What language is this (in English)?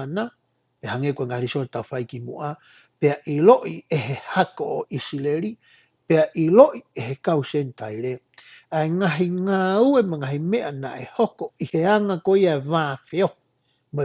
Tongan